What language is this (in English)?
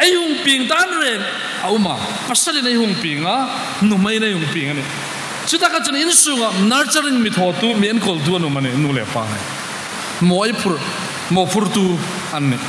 Hmar